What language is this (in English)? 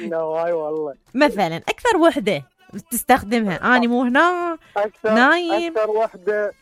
Mesopotamian Arabic